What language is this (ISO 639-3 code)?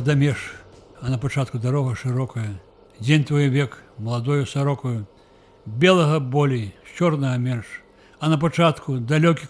bel